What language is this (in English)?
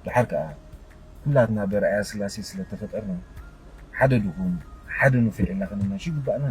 Tigrinya